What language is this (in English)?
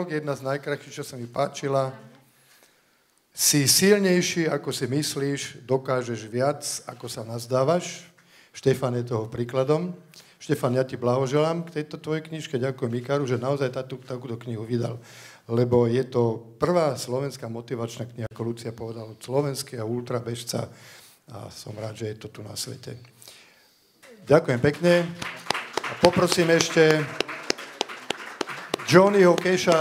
Slovak